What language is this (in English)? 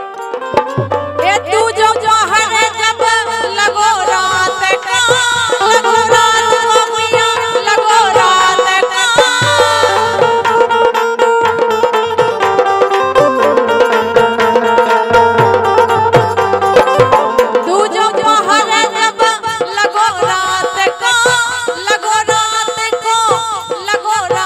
Bundeli